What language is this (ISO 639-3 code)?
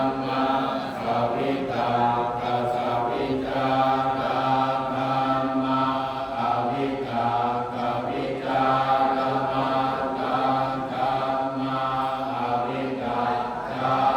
pli